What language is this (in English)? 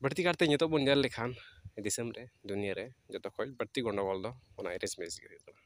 Santali